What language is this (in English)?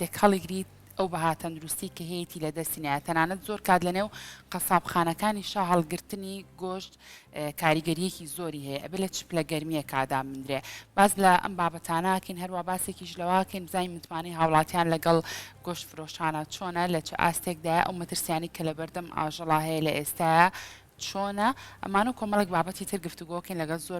Central Kurdish